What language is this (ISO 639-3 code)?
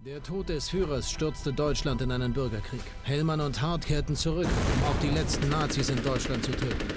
bar